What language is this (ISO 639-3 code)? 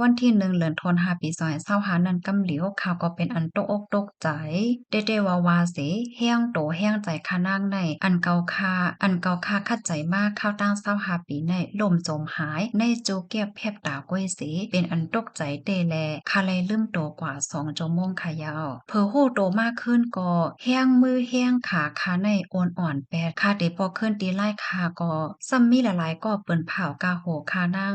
shn